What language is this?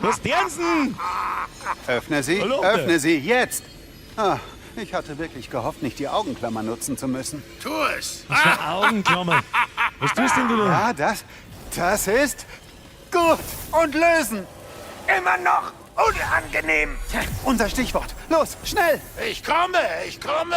Bavarian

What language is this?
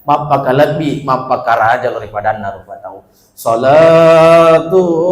Buginese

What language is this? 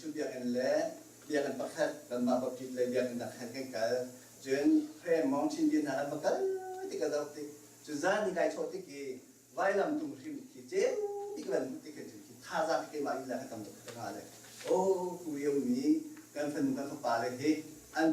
Hakha Chin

